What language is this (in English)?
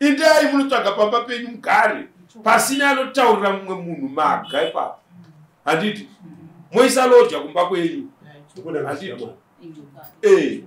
Shona